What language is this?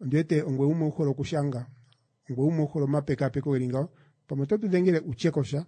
Kuanyama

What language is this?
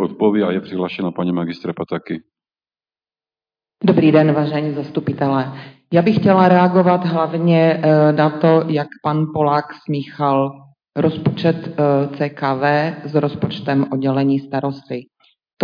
Czech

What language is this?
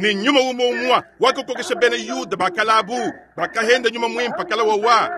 Luba-Lulua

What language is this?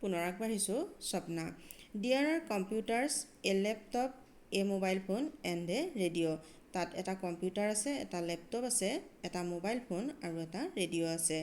Assamese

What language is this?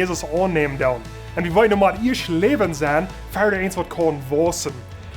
Plautdietsch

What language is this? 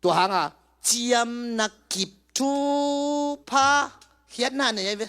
Tedim Chin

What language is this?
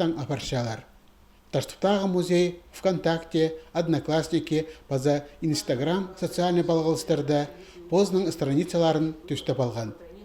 Khakas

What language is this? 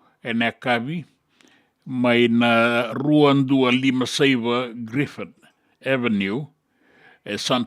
Fijian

